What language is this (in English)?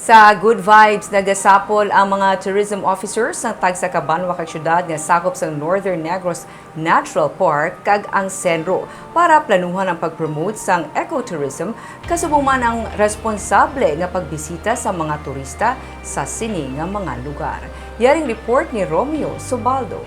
Hiligaynon